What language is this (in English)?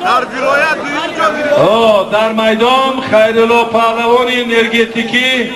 Tajik